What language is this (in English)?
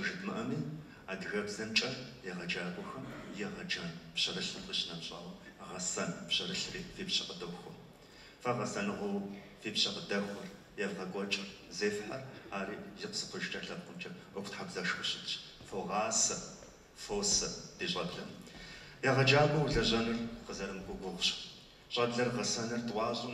Kabardian